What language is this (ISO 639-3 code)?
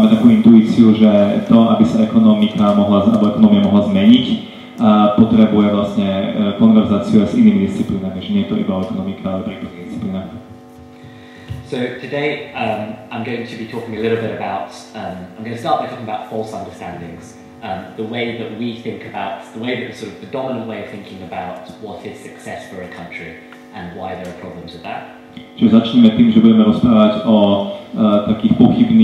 slk